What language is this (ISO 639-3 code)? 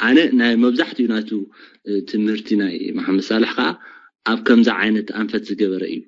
tir